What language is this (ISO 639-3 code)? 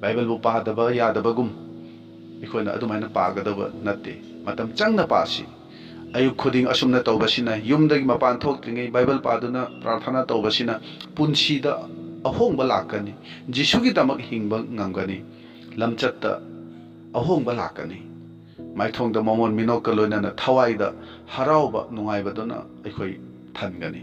mni